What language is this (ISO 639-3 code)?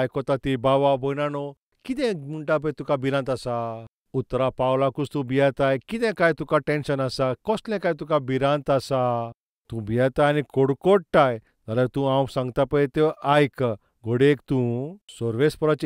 kok